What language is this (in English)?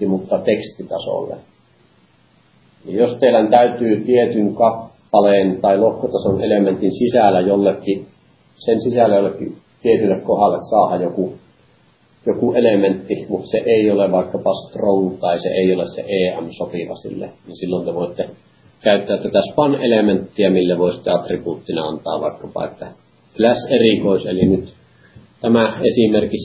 Finnish